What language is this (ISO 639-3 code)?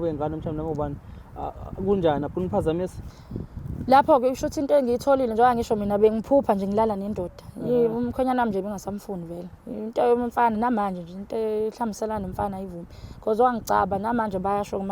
zul